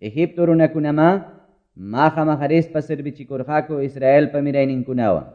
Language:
Quechua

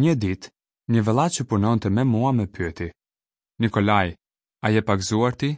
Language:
Albanian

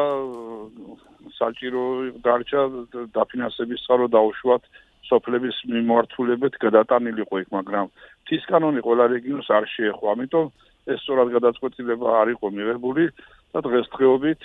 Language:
Georgian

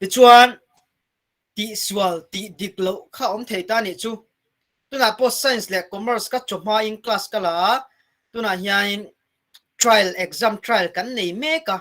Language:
Mizo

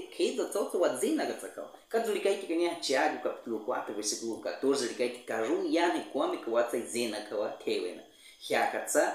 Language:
Baniwa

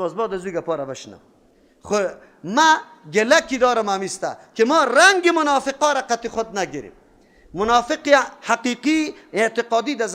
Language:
Persian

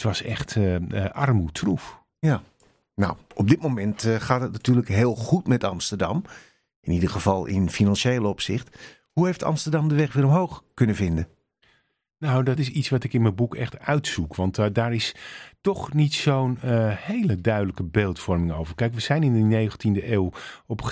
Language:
Dutch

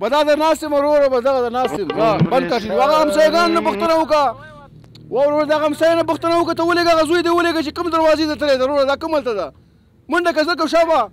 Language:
Pashto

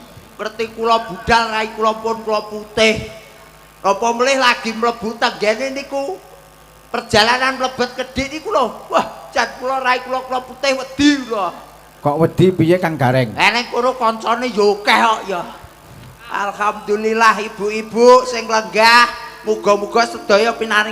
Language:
Javanese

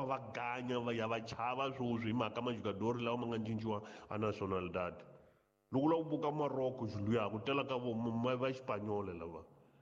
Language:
Tsonga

